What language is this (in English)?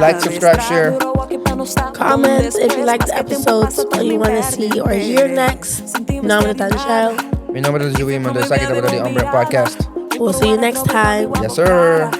Papiamento